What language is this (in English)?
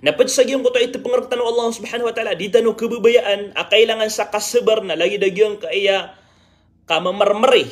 Maranao